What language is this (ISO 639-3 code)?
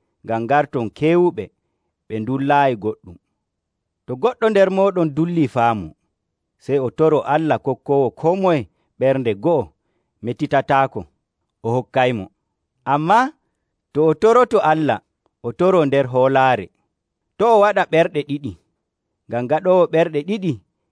fuv